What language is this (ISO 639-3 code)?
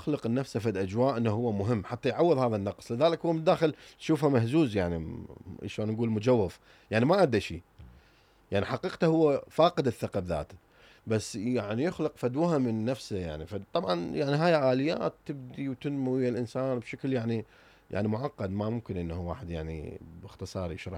acm